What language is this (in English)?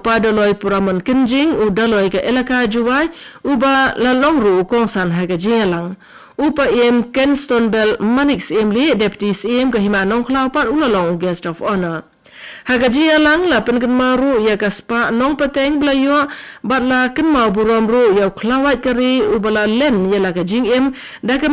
Khasi